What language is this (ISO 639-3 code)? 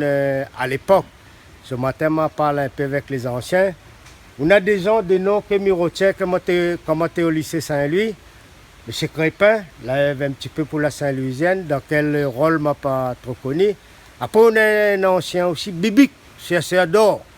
rcf